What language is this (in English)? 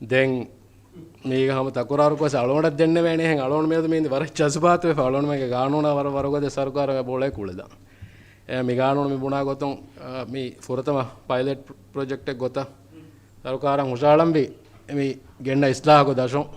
Divehi